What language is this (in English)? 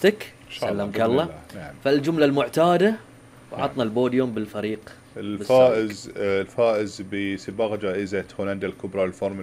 Gulf Arabic